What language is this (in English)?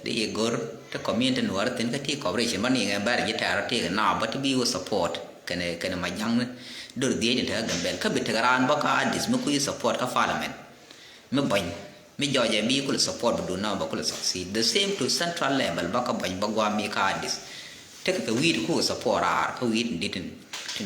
Nuer